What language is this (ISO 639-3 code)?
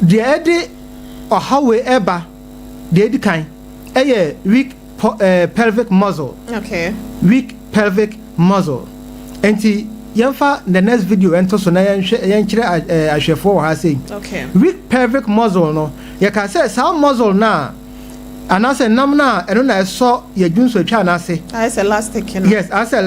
aka